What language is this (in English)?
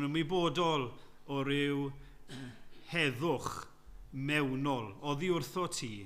Welsh